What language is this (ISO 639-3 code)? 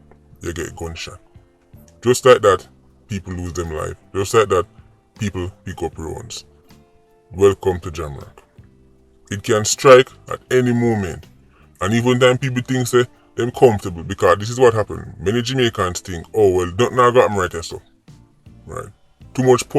jam